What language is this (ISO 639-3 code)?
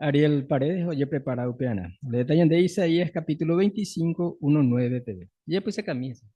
grn